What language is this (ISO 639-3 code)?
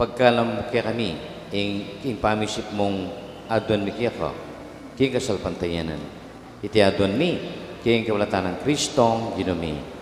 pam